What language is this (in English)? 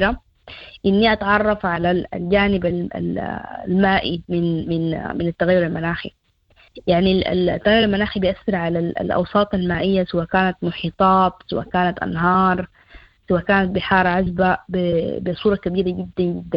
Sudanese Arabic